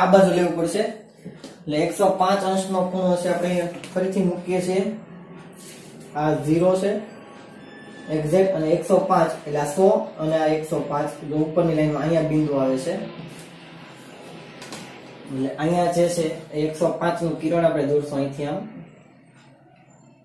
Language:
Gujarati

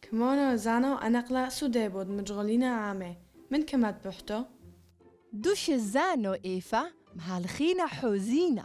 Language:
Turoyo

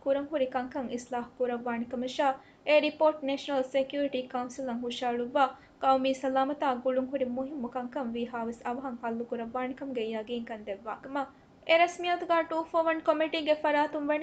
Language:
Divehi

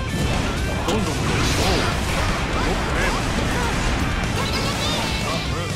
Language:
Japanese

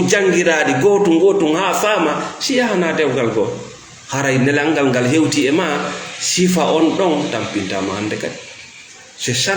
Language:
Fula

